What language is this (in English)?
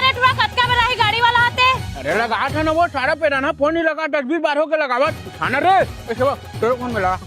Chhattisgarhi